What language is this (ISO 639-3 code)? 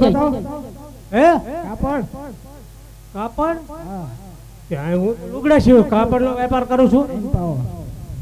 guj